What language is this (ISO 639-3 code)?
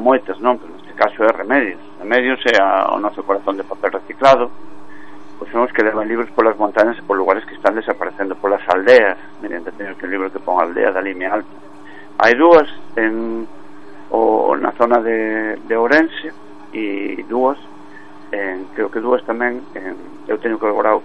glg